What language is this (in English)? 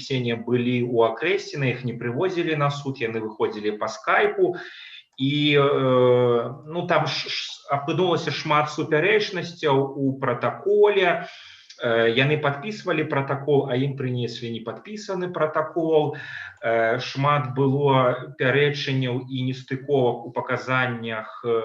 Belarusian